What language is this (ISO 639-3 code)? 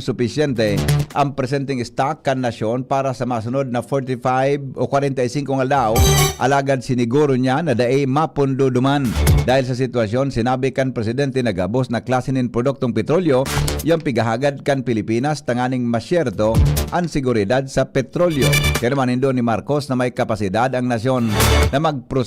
bik